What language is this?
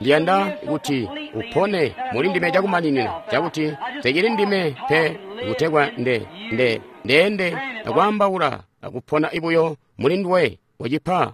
Tonga (Zambia)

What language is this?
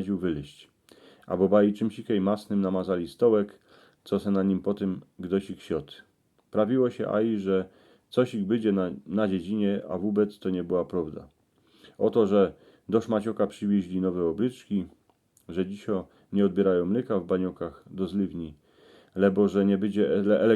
Silesian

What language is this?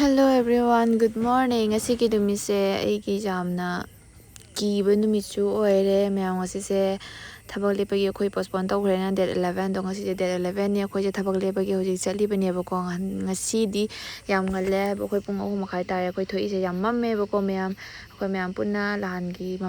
Manipuri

